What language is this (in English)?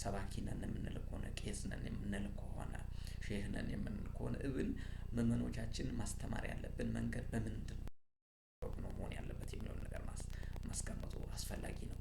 Amharic